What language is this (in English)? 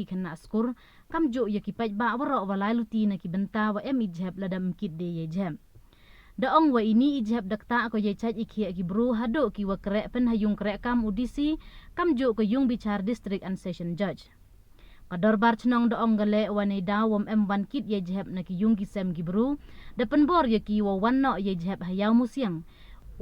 Pnar